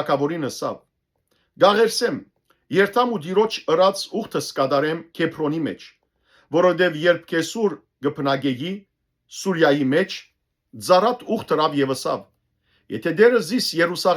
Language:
Western Armenian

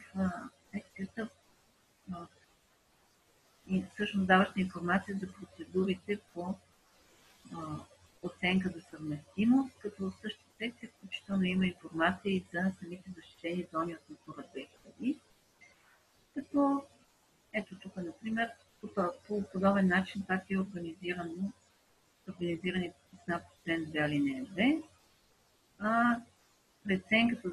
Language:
Bulgarian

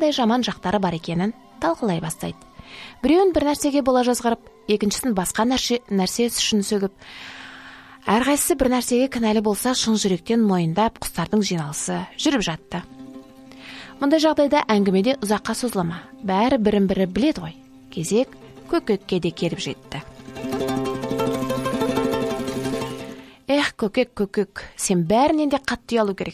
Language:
Kazakh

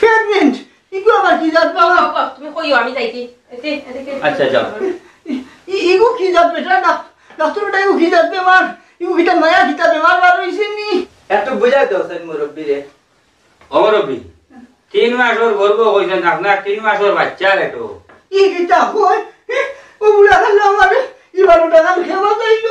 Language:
Sylheti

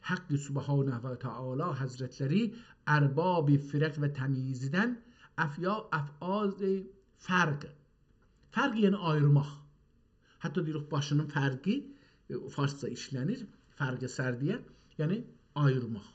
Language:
South Azerbaijani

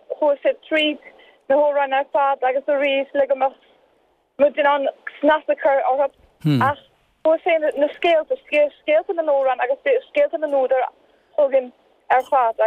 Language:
Irish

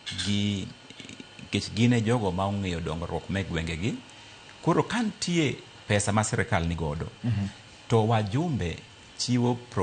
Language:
Luo (Kenya and Tanzania)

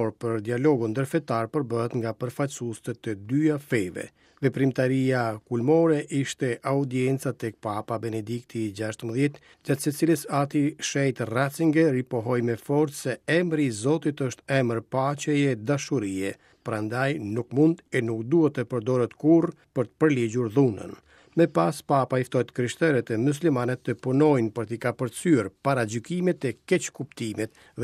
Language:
Albanian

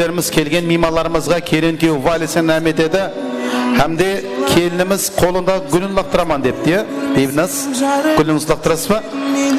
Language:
Kara-Kalpak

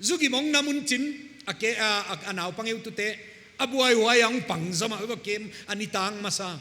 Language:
Paite Chin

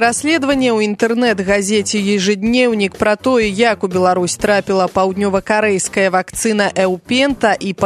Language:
Belarusian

